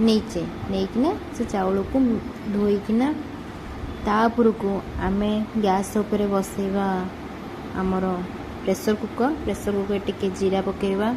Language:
Odia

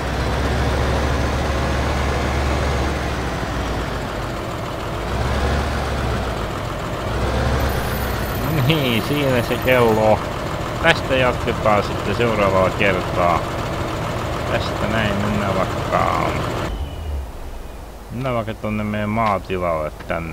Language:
Finnish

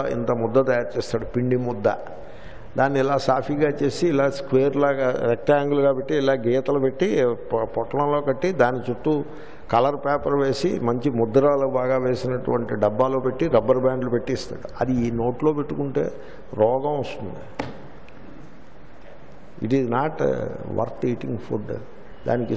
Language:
Telugu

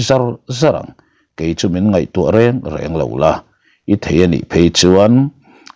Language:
Mizo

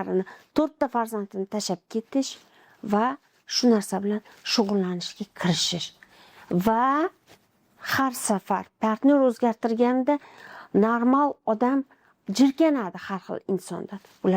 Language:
Uzbek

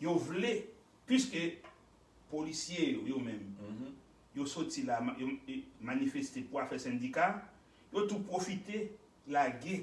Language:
Haitian Creole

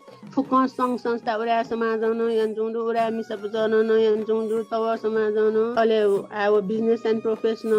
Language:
Newari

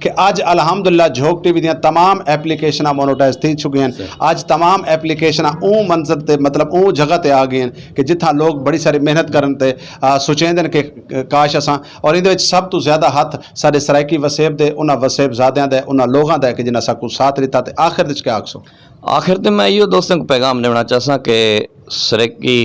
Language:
Saraiki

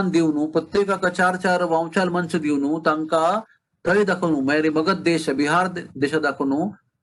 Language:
Konkani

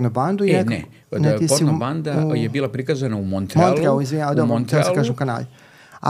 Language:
Serbian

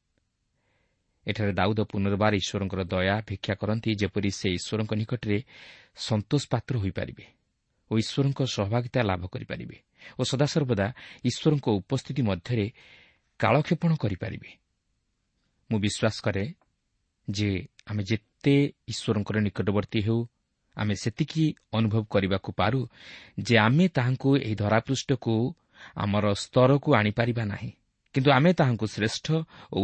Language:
Odia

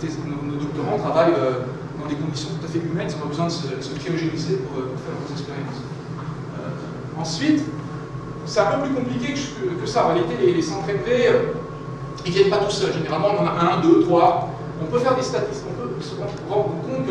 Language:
French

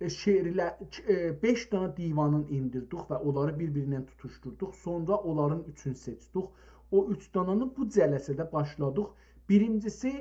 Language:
South Azerbaijani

